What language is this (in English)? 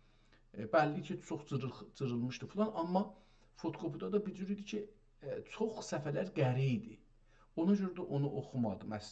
South Azerbaijani